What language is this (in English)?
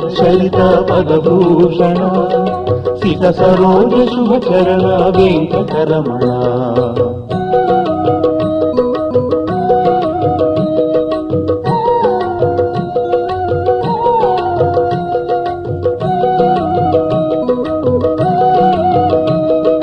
Telugu